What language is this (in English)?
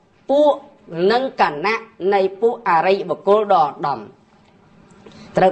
Khmer